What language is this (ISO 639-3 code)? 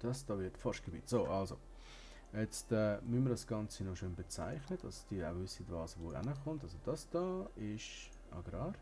gsw